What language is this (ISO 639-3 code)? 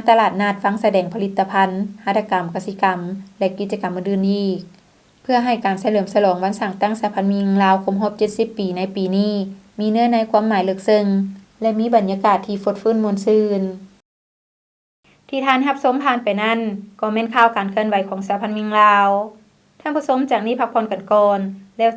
lao